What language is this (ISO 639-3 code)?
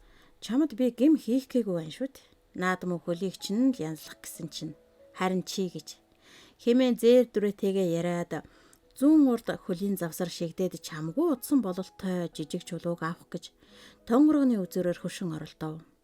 mon